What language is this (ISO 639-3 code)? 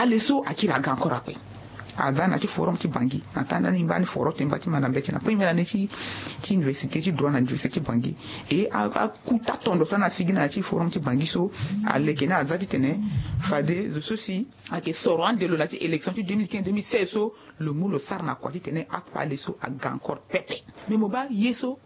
sag